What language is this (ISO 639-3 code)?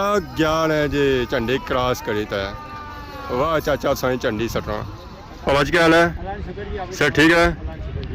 phr